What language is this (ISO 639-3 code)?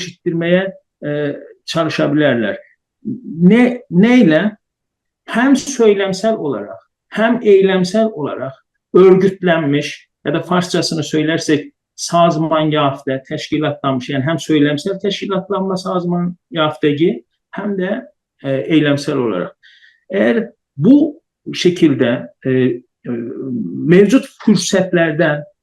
azb